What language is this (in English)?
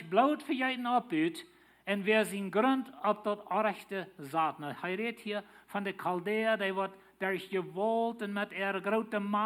Plautdietsch